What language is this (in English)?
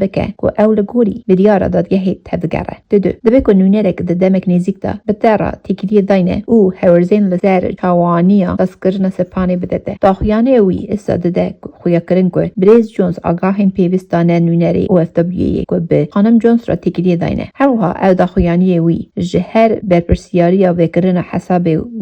Kurdish